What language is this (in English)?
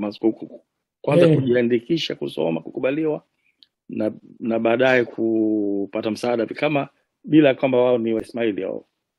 Swahili